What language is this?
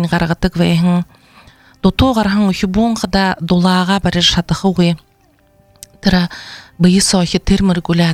Buriat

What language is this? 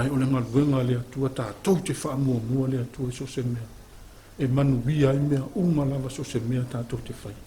Samoan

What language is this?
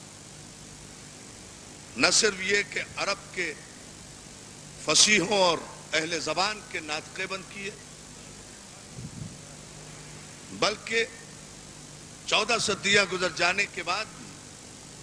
Urdu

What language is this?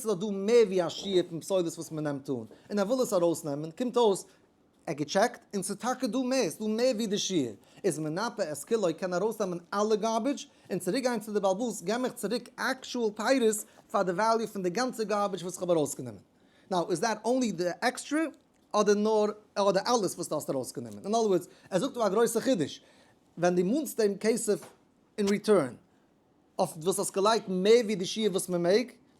Yiddish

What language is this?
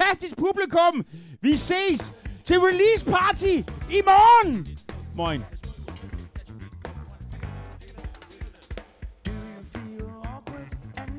Danish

